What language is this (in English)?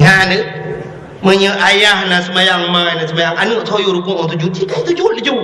Achinese